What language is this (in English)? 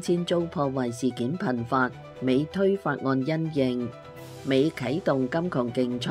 Cantonese